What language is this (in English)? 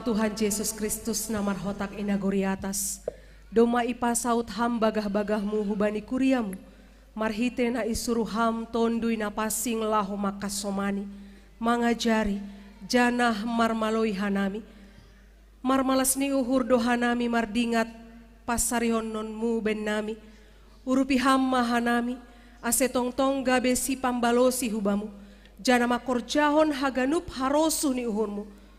Batak Simalungun